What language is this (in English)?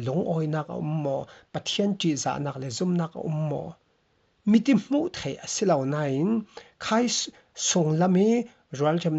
Falam Chin